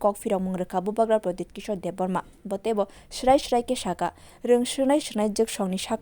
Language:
Kok Borok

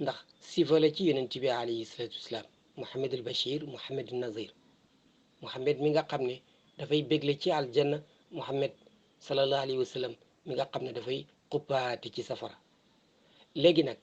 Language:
Wolof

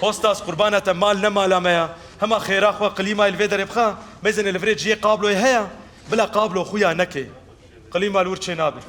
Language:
Kurdish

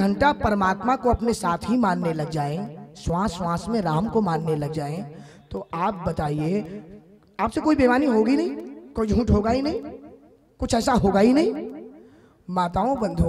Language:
Hindi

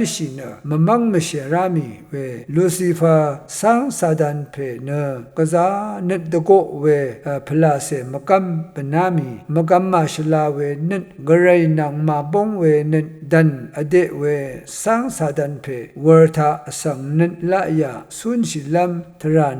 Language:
Rawang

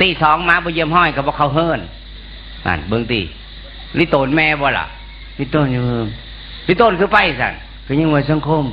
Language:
Northeastern Thai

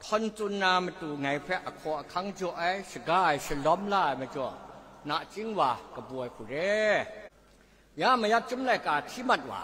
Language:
Kachin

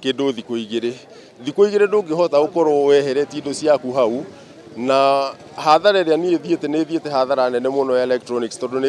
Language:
Kikuyu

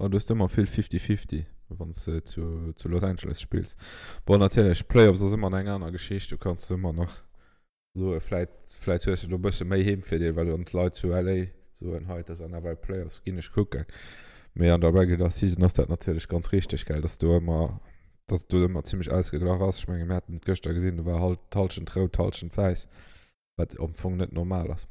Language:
Luxembourgish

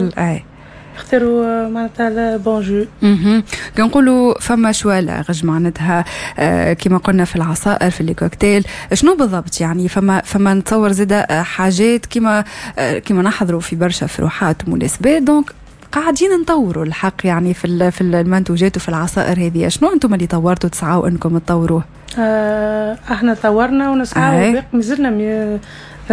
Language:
Tunisian Arabic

